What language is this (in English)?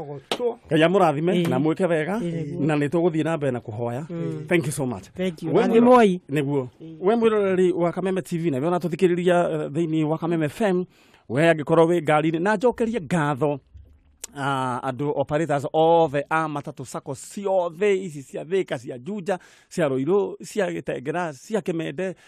Kikuyu